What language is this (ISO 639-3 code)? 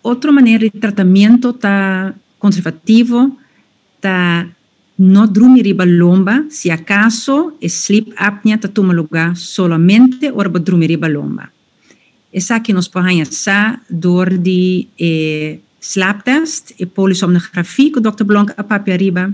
pap